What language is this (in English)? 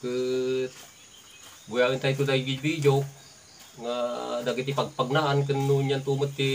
Iloko